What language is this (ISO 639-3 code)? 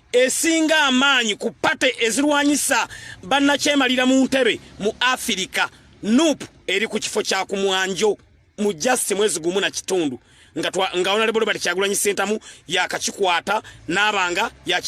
lug